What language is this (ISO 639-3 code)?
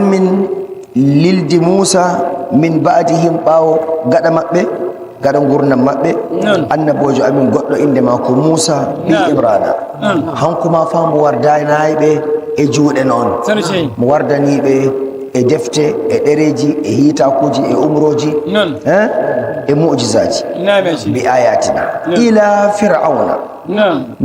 fuv